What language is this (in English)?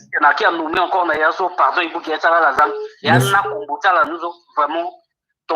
Sango